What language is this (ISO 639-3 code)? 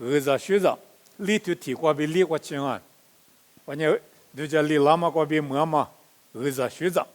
lis